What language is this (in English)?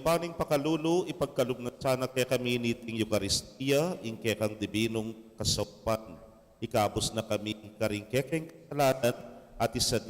Pampanga